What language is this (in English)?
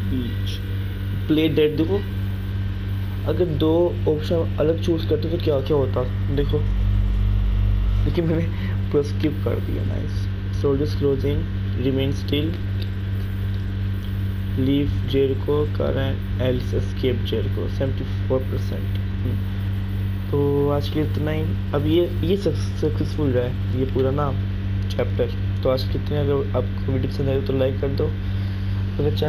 Hindi